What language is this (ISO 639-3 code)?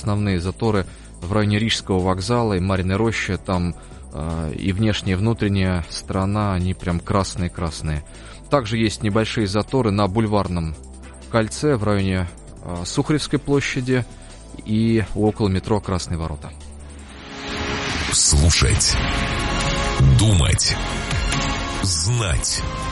rus